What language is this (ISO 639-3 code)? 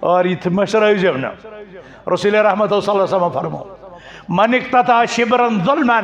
kas